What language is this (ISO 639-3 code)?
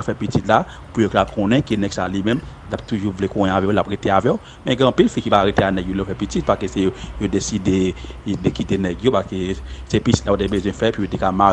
hat